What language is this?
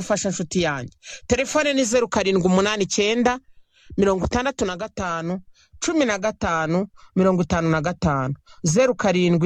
Kinyarwanda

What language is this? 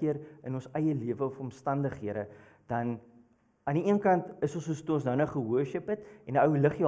Afrikaans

